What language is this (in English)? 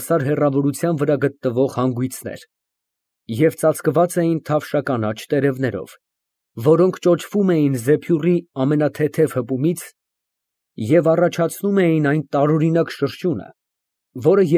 Armenian